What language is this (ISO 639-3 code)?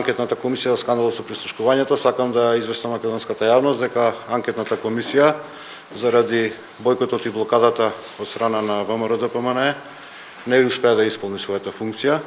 mkd